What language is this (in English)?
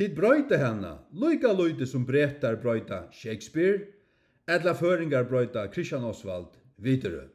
Faroese